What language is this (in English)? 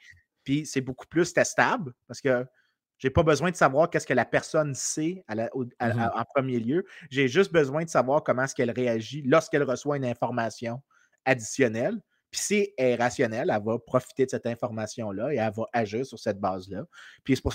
French